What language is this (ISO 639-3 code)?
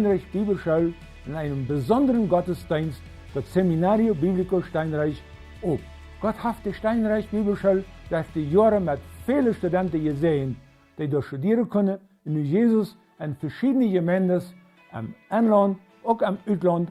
pdt